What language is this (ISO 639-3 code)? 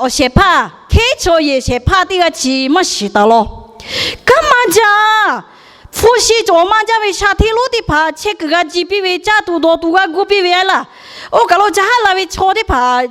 lhu